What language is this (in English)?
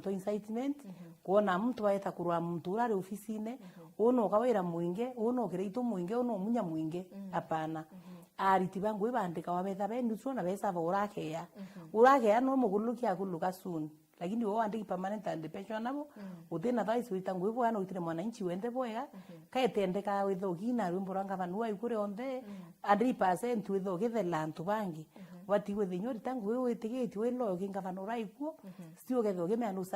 Meru